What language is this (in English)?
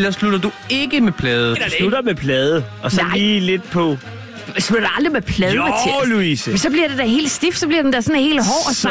Danish